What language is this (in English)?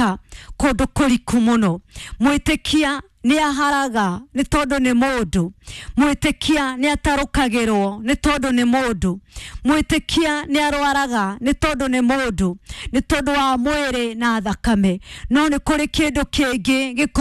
Kikuyu